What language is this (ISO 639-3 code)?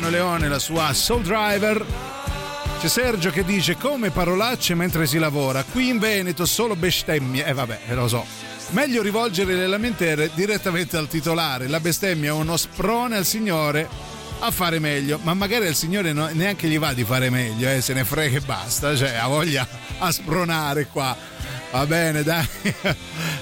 ita